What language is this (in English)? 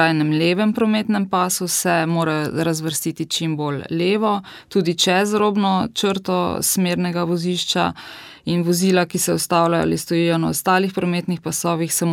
Slovenian